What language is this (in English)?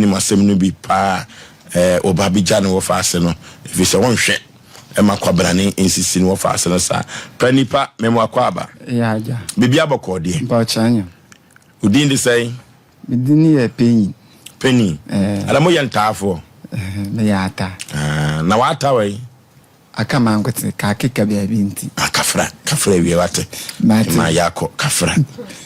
Akan